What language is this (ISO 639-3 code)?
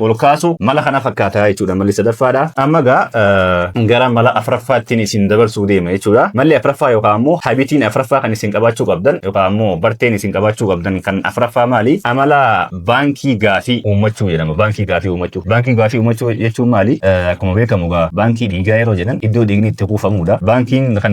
orm